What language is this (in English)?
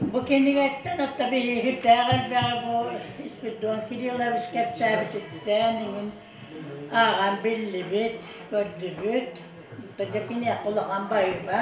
Yakut